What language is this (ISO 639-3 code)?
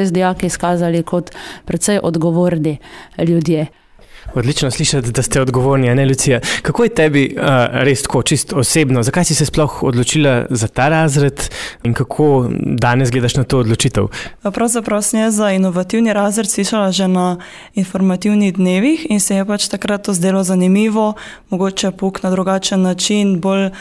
slv